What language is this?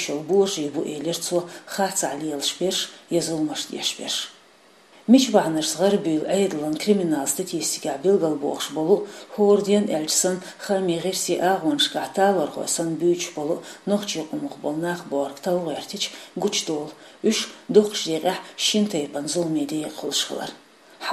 Chechen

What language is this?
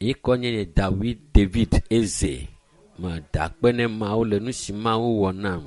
Ewe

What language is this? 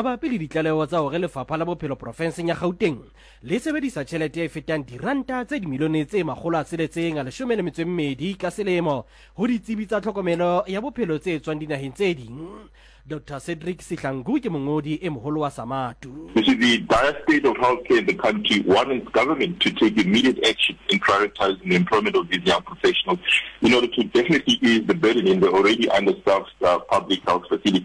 Southern Sotho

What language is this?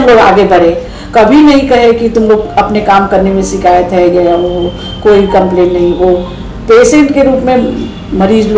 Hindi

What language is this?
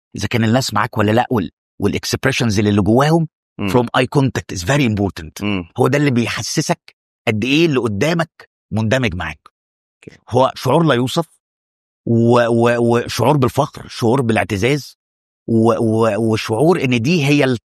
Egyptian Arabic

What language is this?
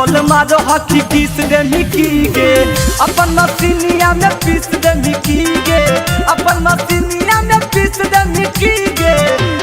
Magahi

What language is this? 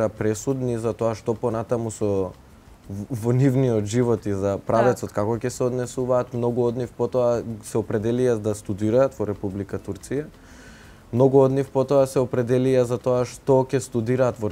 Macedonian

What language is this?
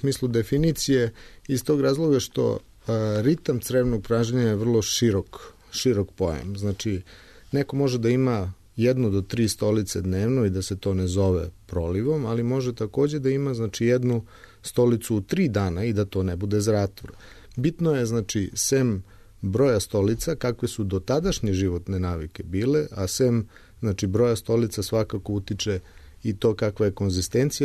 Serbian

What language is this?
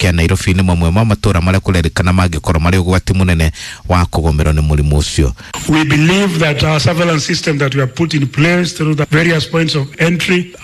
Kikuyu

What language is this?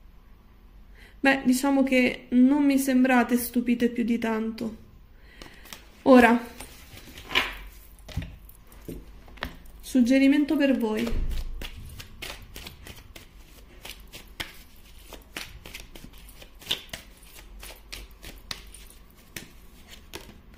Italian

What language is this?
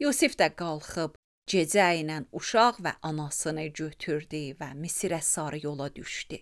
Azerbaijani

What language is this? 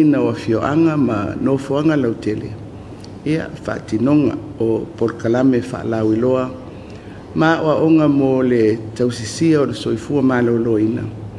Samoan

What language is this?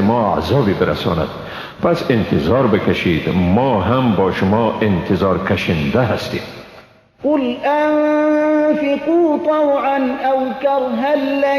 Persian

